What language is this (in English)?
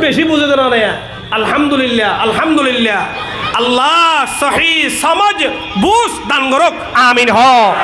Rohingya